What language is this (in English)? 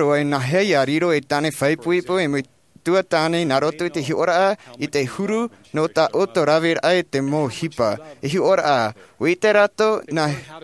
Tahitian